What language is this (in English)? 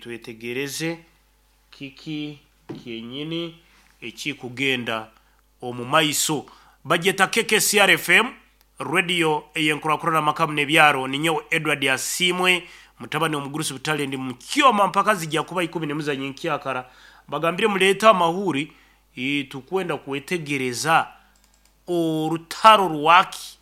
Nyankole